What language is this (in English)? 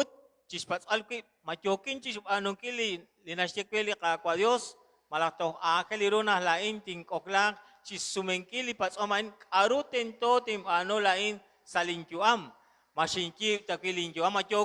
Kekchí